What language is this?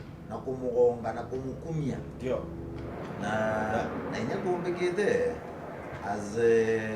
Meru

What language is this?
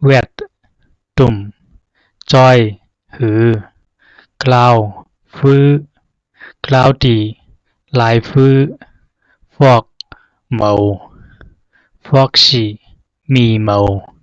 Zhuang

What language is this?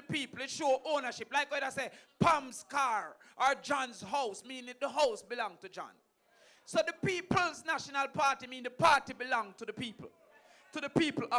Jamaican Creole English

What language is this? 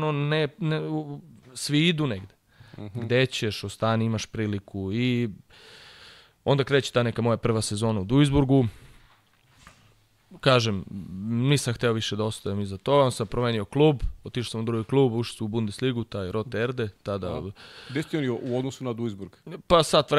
Serbian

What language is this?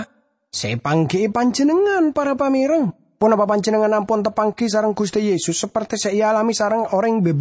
Madurese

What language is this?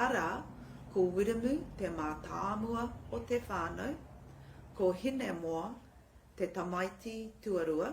Māori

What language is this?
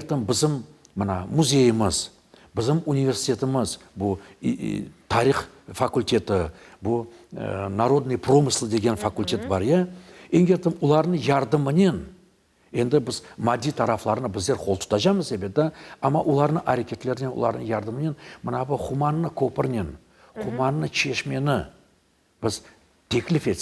Crimean Tatar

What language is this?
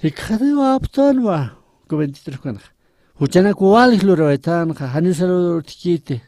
Aymara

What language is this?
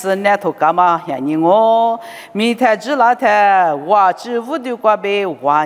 Lisu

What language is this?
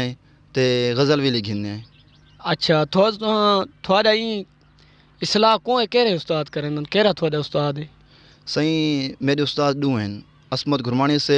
Saraiki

